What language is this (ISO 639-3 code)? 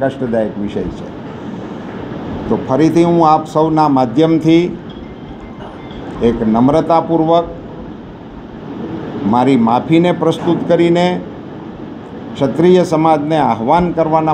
guj